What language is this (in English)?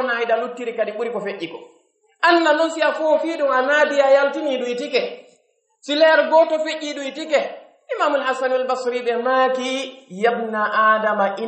Pular